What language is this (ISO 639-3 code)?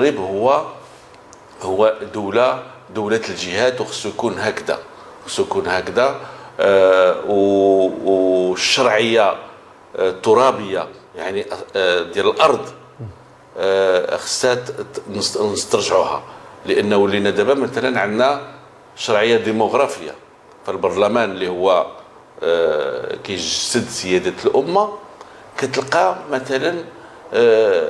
ary